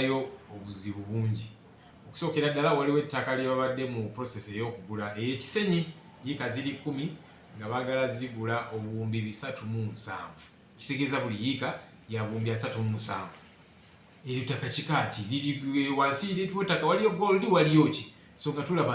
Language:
Ganda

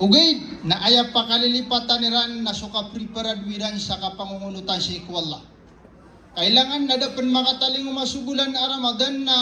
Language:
Maranao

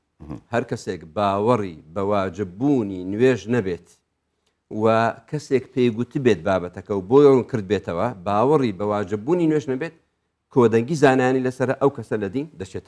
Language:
Central Kurdish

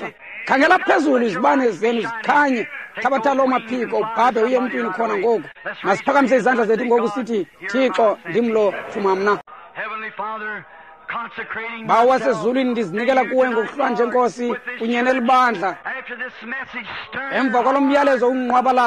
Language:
Xhosa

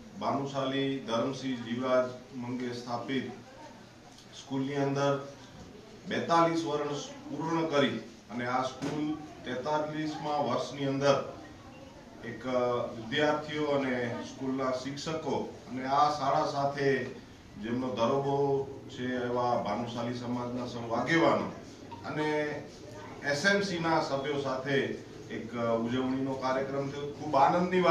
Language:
Gujarati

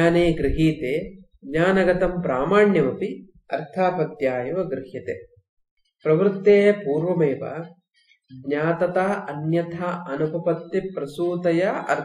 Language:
Sanskrit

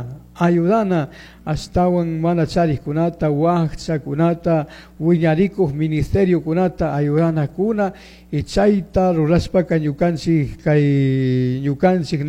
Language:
Chimborazo Highland Quichua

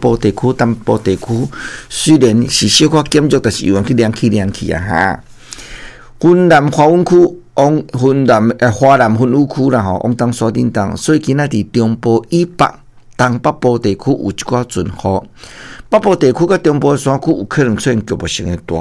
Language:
Min Nan Chinese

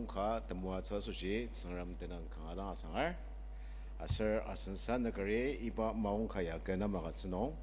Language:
Ao Naga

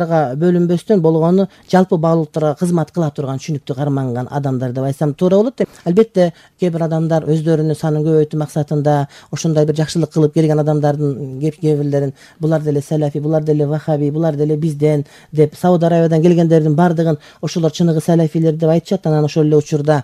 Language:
Kyrgyz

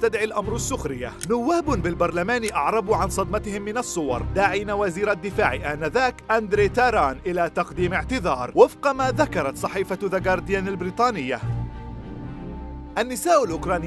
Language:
Arabic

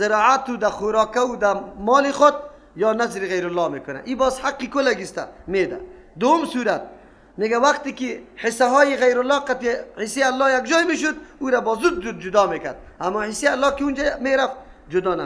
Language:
Persian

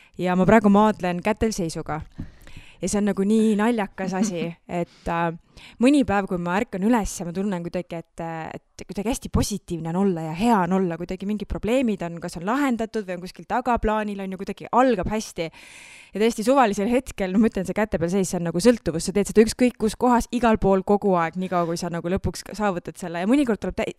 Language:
Estonian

